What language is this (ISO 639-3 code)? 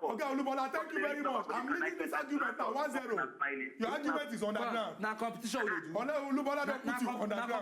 pcm